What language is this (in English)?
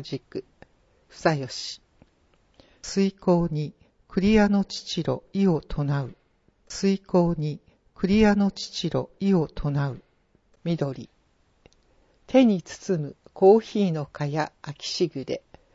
Japanese